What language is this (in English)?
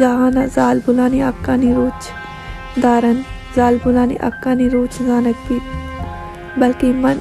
Baluchi